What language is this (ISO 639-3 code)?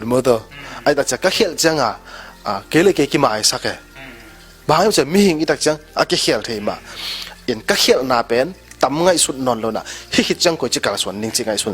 ctd